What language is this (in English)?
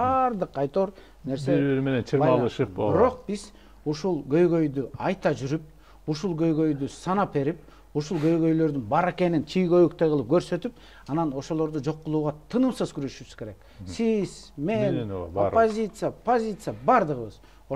Kyrgyz